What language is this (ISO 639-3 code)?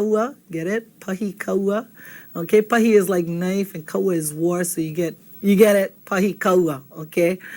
haw